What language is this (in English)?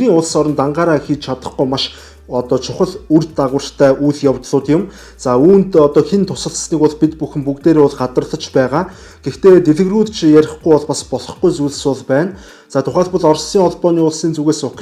Mongolian